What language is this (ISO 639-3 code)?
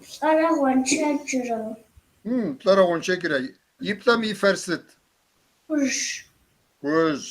kbd